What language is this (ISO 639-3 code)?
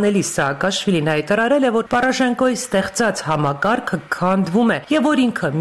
hye